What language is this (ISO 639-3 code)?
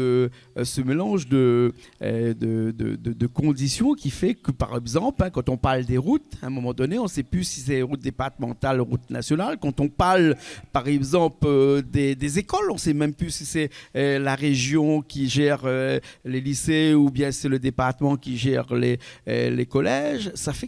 rcf